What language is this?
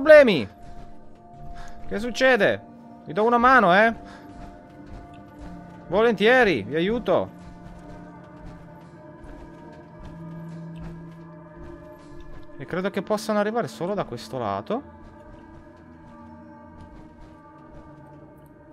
Italian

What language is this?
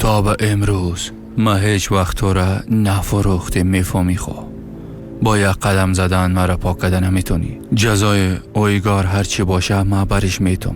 Persian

